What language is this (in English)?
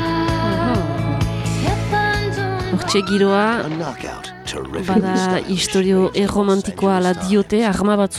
Basque